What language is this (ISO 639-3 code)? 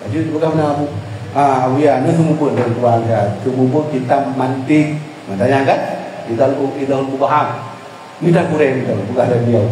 ace